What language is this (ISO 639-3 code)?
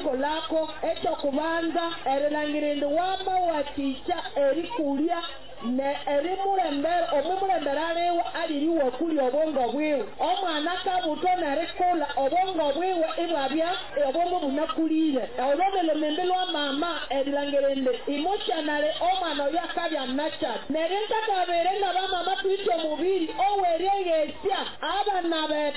nyo